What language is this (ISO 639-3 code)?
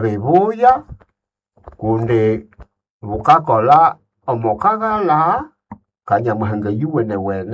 nnb